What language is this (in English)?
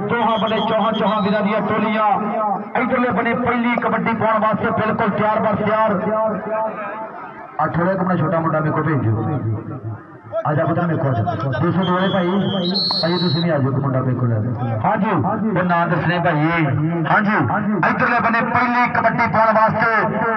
Punjabi